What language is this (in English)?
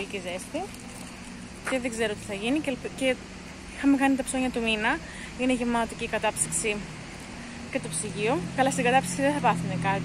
Greek